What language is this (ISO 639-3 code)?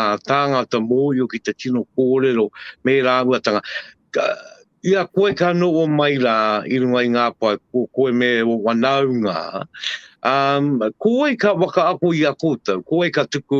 mri